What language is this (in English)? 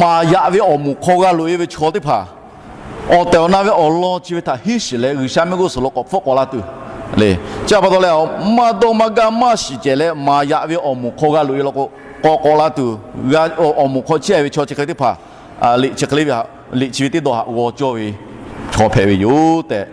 Lahu